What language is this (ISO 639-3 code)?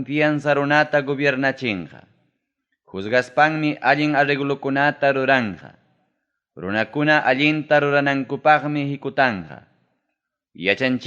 quy